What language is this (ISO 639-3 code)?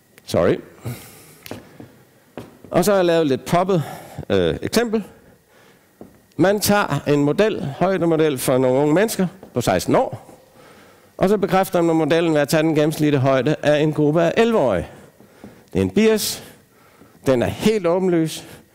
dan